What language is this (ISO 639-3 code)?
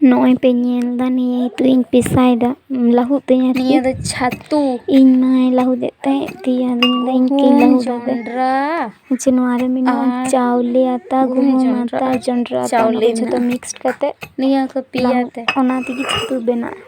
sat